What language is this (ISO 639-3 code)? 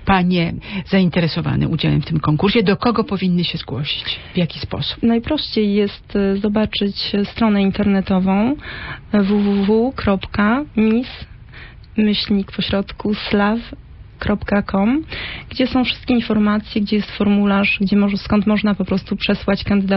pol